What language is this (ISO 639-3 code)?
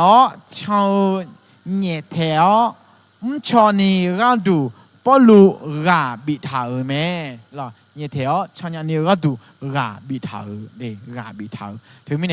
ahk